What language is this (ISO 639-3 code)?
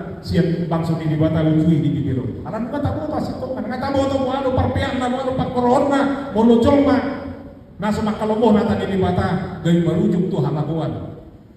bbc